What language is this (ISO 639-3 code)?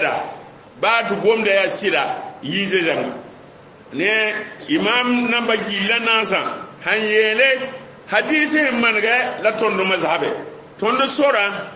mos